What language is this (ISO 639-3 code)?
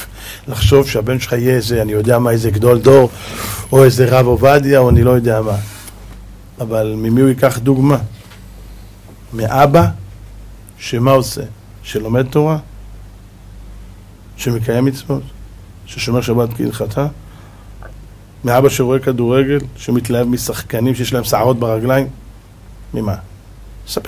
heb